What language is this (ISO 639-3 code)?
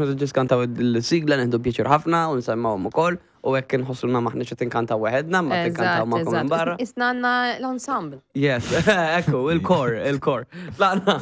mlt